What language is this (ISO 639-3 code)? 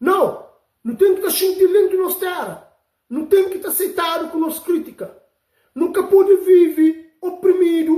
kea